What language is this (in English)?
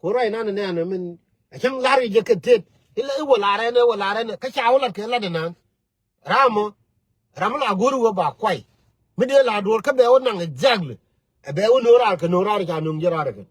Nuer